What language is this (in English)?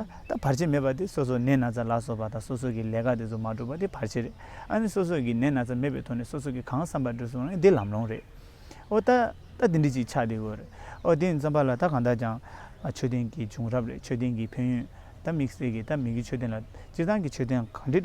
Tibetan